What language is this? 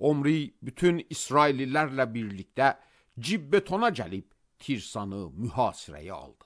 Azerbaijani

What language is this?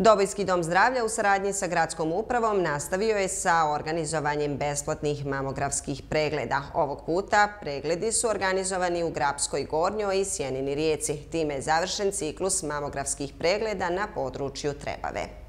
Bosnian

